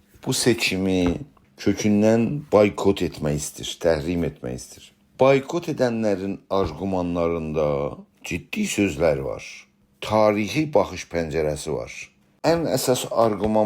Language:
South Azerbaijani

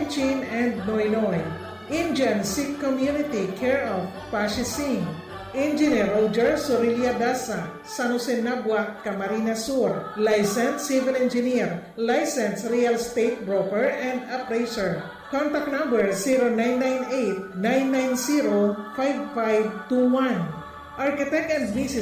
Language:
Bikol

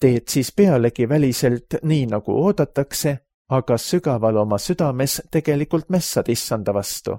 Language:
Estonian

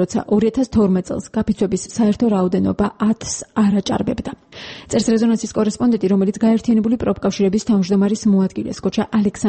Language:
Georgian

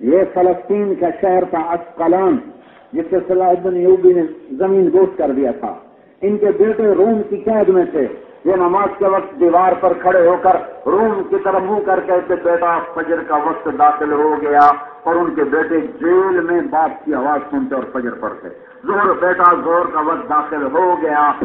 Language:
Urdu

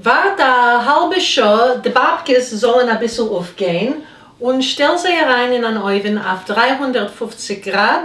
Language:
Yiddish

